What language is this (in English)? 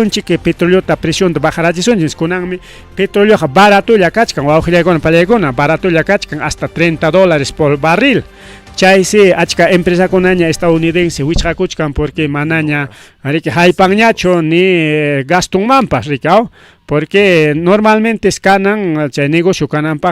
Ayacucho Quechua